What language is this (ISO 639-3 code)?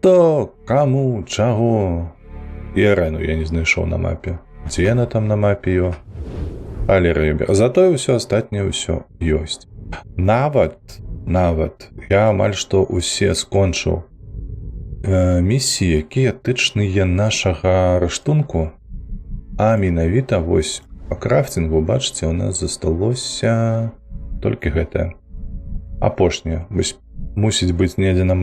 bel